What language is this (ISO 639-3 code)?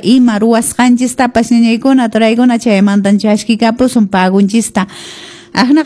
que